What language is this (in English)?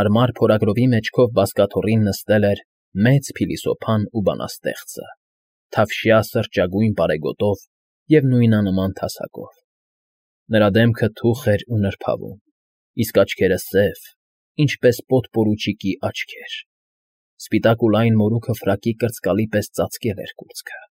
Armenian